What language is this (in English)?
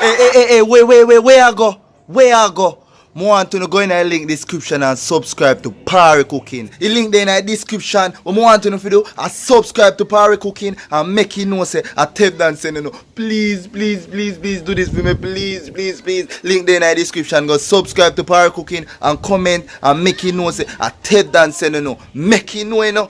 Jamaican Creole English